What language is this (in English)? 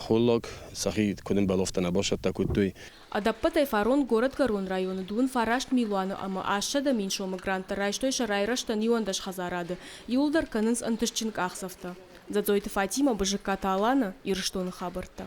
Ossetic